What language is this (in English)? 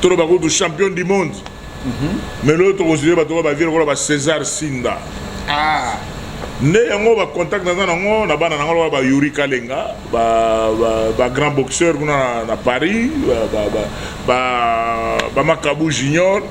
Lingala